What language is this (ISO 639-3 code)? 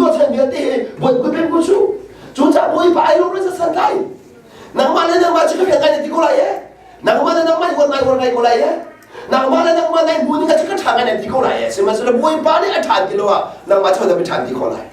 cnh